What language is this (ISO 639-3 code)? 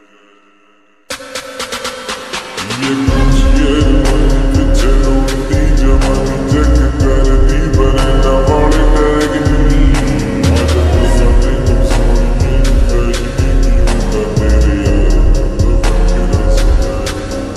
pan